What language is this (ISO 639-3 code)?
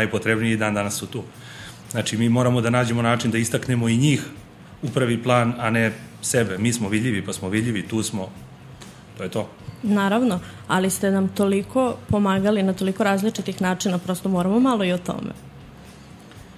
srp